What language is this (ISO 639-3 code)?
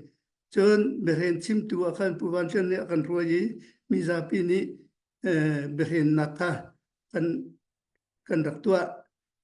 cnh